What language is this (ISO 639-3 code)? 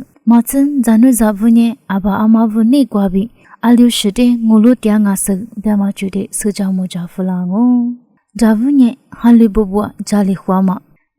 lis